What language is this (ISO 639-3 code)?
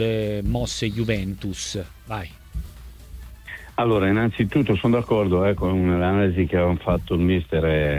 ita